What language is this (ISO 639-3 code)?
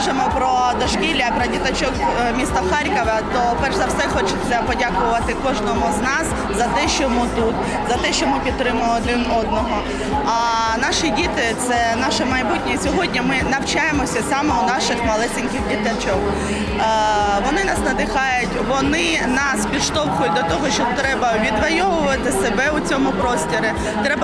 ukr